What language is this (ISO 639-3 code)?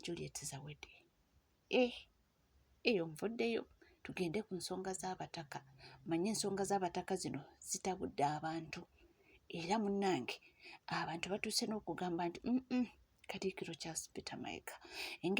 lug